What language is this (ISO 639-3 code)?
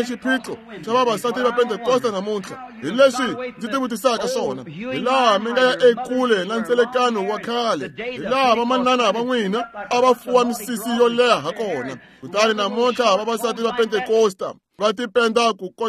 tso